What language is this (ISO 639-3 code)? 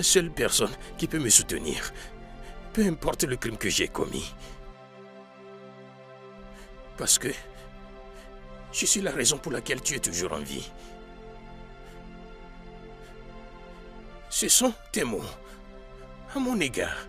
fra